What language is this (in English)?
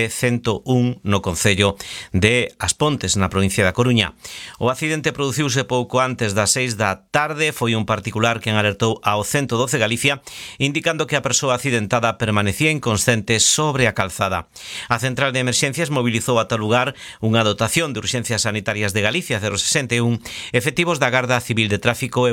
Galician